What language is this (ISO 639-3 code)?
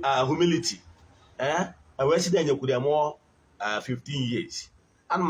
ibo